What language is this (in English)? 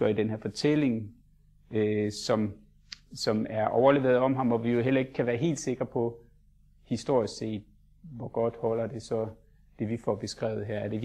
Danish